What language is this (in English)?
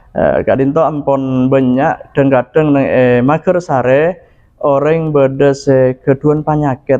Madurese